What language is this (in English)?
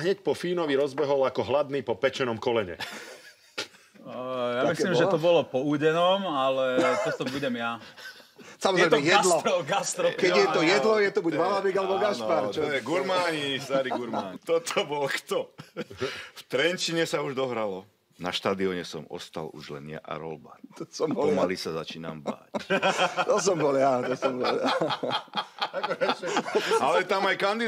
Slovak